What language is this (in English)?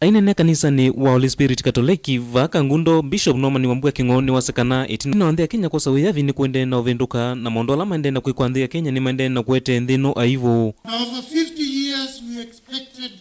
Kamba